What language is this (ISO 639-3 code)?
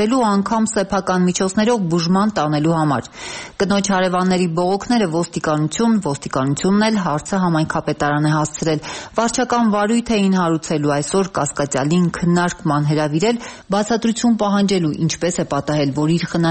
hye